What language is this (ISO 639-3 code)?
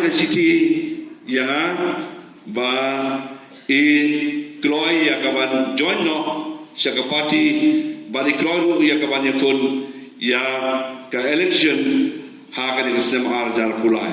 kha